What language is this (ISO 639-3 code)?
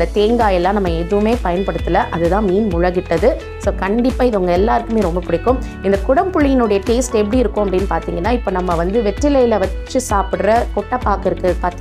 tam